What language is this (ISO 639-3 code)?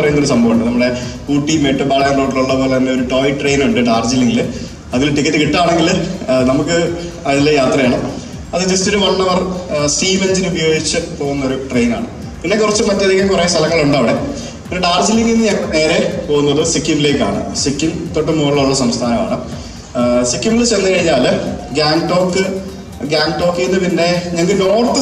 mal